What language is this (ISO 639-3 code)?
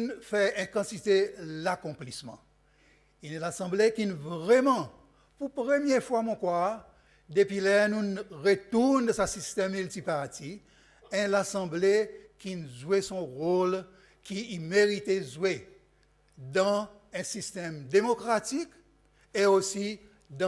crs